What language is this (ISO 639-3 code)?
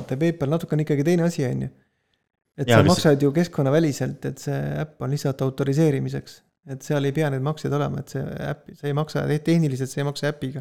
est